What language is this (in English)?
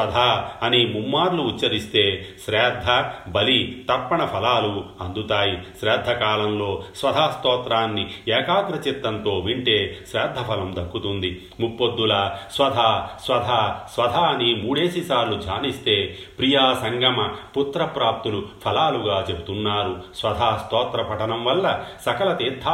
Telugu